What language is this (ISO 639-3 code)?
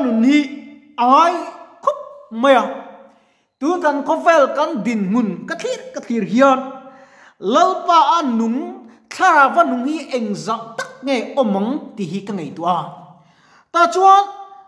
lus